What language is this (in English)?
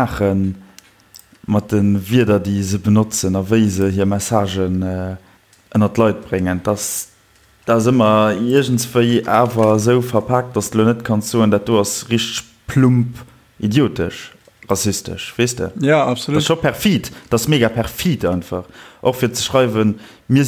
Luxembourgish